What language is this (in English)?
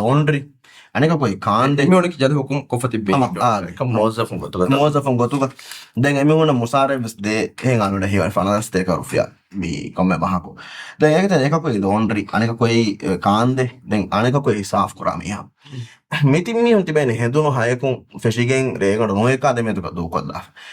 Divehi